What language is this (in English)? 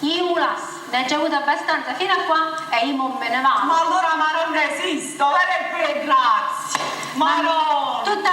Neapolitan